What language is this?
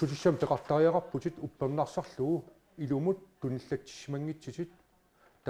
Kalaallisut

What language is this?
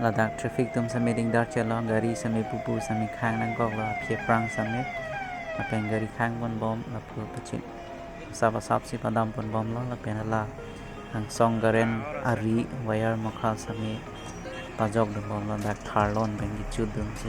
Karbi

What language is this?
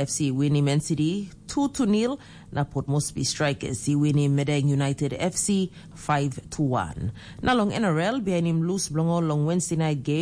Tok Pisin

